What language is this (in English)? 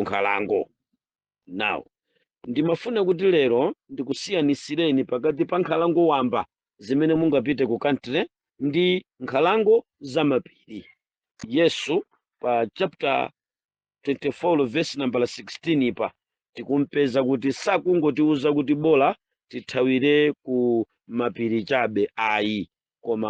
Nyanja